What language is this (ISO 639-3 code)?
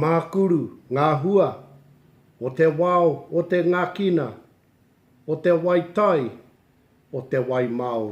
mri